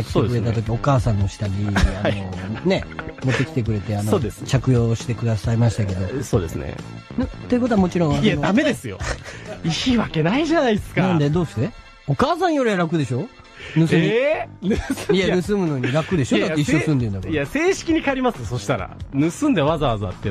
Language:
Japanese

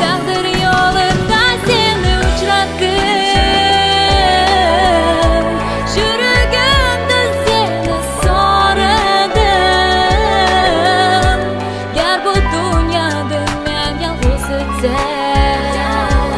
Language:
Uyghur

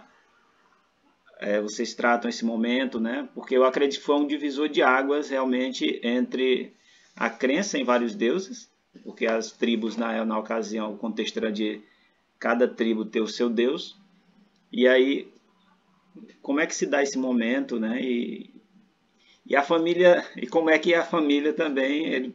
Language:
Portuguese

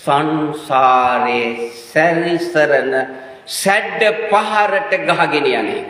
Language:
Sinhala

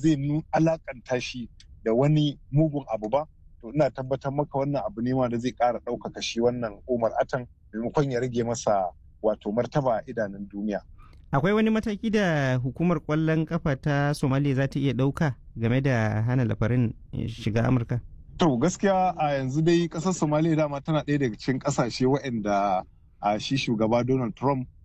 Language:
Hausa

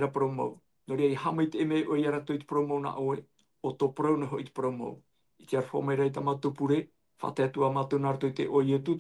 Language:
Tahitian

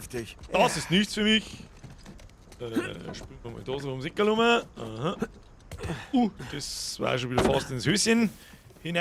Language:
Bavarian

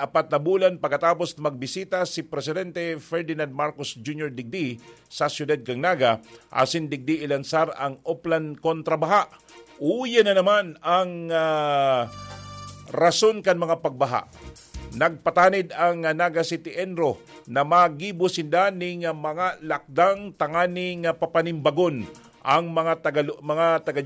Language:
Bikol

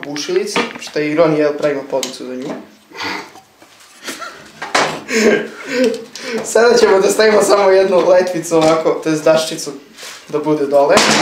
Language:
Serbian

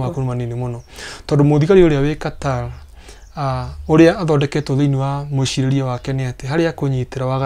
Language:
Kikuyu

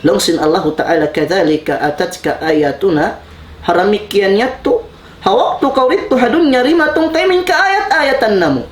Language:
Tausug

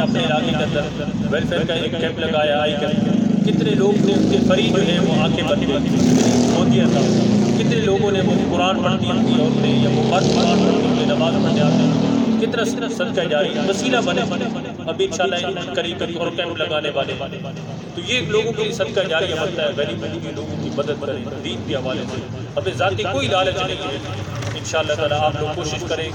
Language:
Urdu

